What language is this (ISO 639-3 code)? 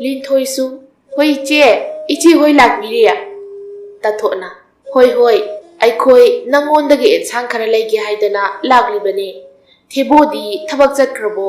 mni